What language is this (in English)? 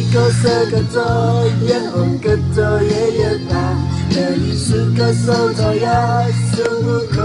S'gaw Karen